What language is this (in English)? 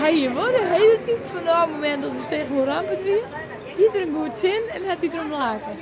Western Frisian